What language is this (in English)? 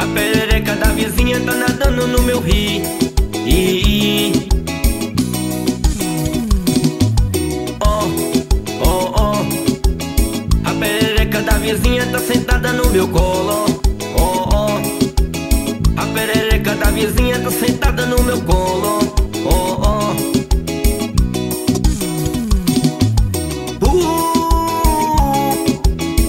Portuguese